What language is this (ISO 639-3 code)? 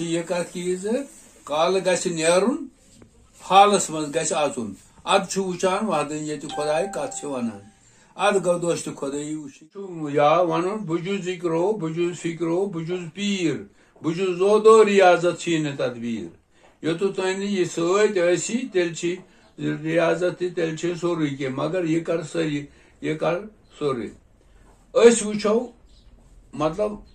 kas